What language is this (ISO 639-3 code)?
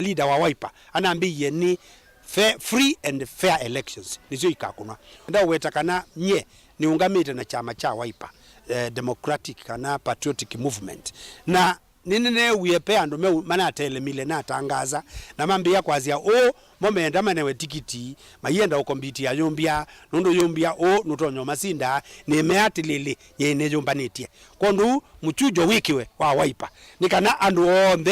kam